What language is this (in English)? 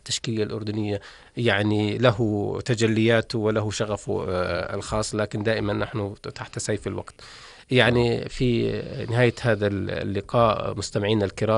North Levantine Arabic